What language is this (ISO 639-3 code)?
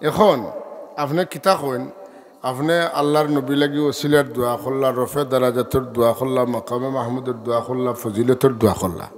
syl